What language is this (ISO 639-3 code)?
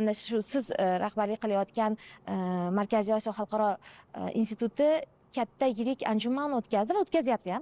uzb